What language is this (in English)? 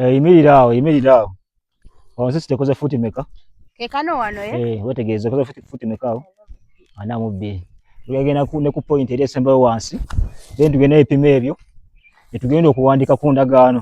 Ganda